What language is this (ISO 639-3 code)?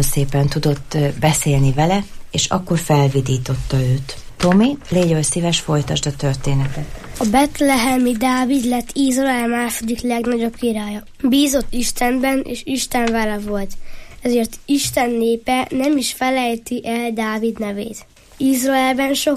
hun